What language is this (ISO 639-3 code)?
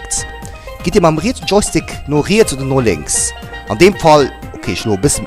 ltz